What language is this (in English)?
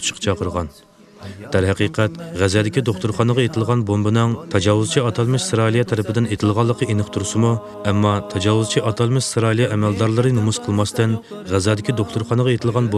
Uyghur